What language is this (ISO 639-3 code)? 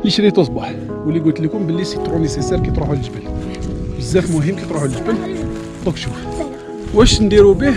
arq